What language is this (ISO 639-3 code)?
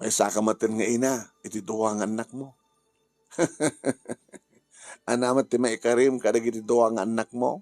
ilo